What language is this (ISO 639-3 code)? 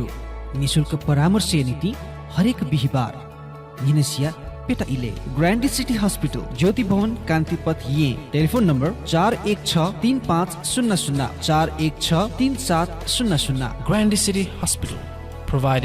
new